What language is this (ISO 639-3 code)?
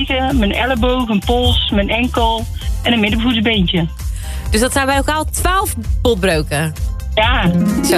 nld